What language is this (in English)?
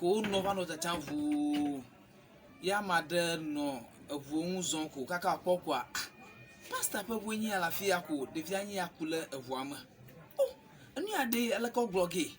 Ewe